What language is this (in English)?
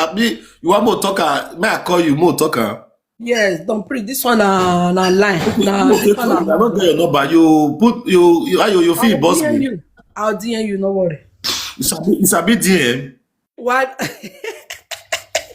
Nigerian Pidgin